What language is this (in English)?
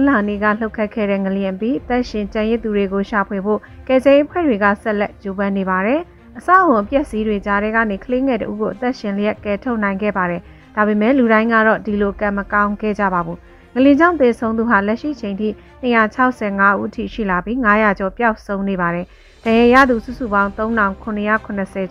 Burmese